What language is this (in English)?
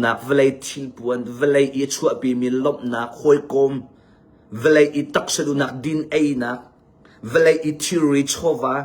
Hakha Chin